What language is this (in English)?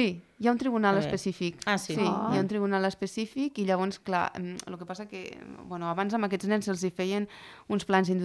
Catalan